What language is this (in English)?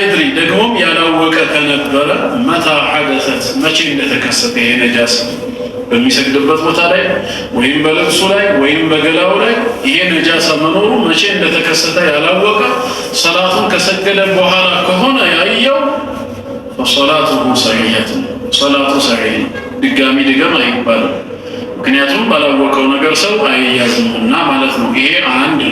Amharic